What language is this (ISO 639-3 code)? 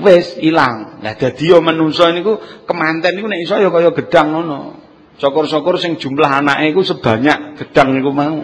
jav